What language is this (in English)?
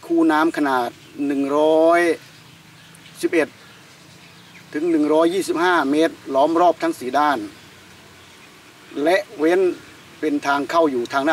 Thai